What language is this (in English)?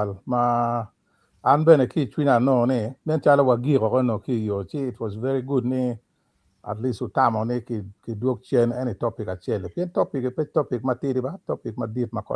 Acoli